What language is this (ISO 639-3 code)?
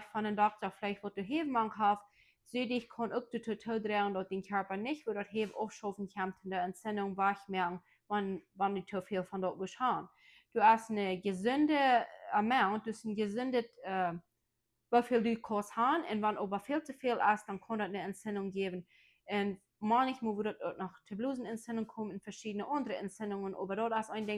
pdt